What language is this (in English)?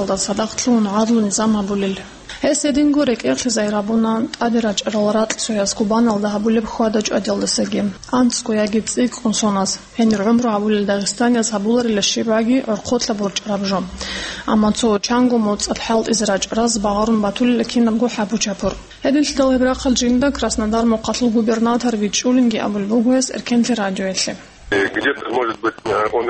Avaric